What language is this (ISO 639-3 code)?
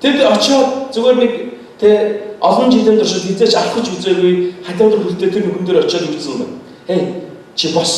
mon